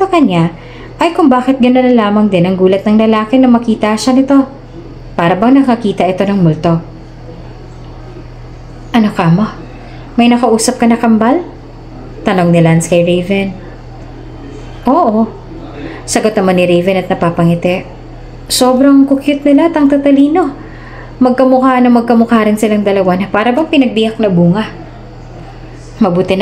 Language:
Filipino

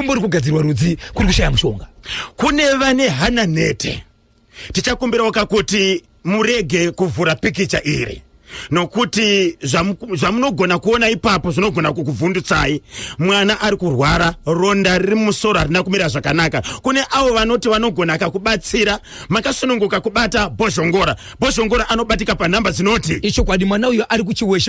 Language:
Shona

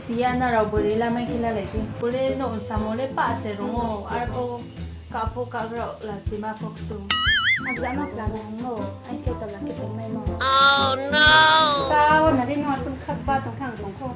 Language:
Riang (India)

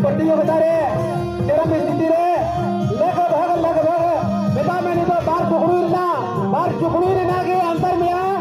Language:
Santali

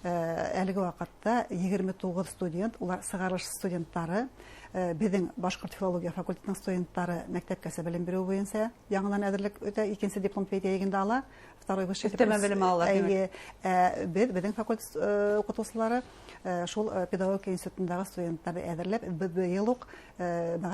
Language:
Bashkir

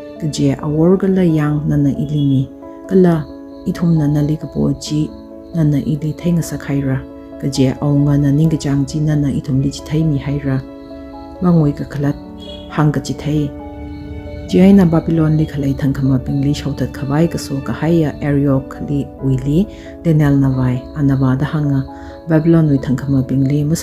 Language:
Tangkhul Naga (India)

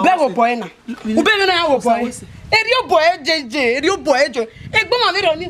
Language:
Bini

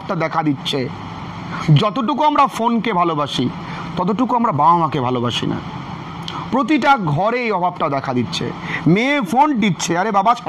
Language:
Bangla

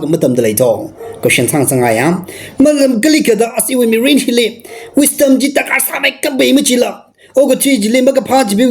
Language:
Tangkhul Naga (India)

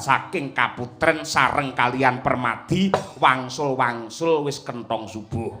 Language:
Javanese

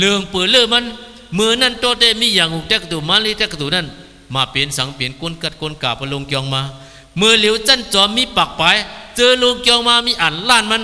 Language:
Shan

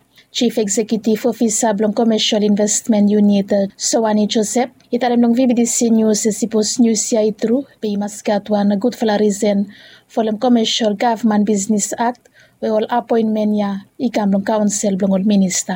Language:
Bislama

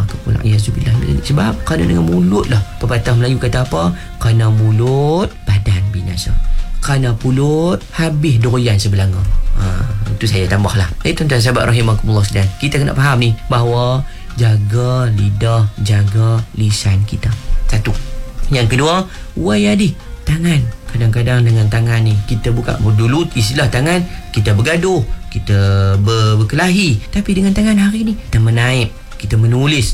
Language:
Malay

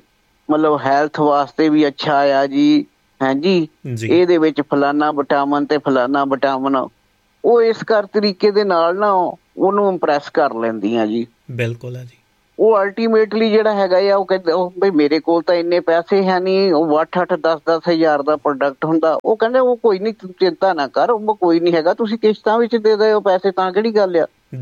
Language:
Punjabi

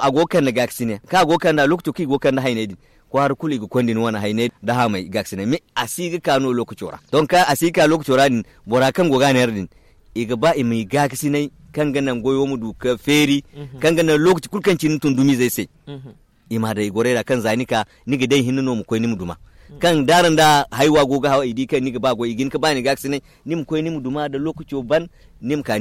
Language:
Zarma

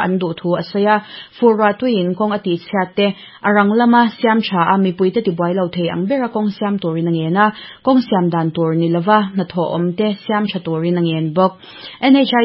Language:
Mizo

